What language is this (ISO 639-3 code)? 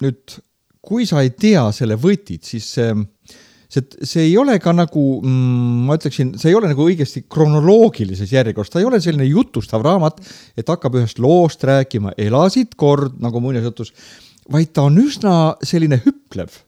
est